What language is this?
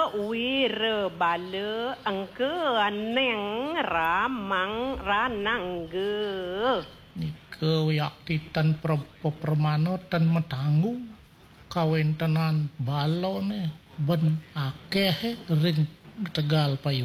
Balinese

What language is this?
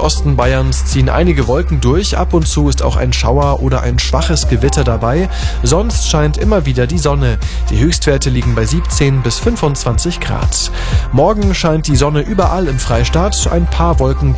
German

